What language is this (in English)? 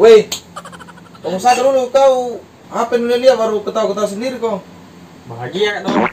Makassar Malay